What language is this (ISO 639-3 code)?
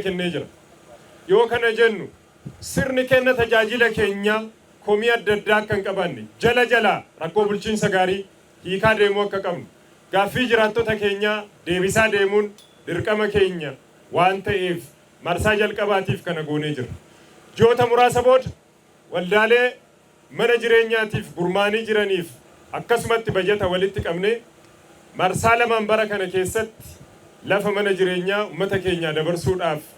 orm